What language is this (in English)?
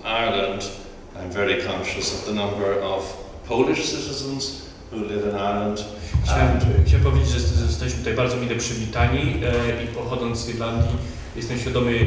Polish